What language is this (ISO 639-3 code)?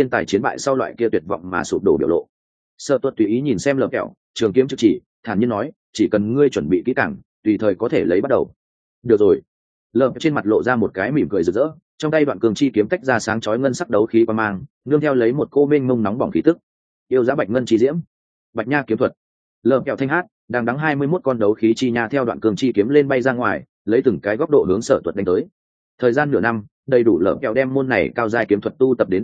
vie